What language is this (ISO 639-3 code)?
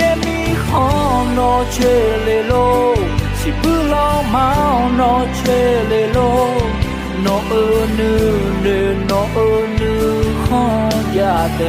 ahk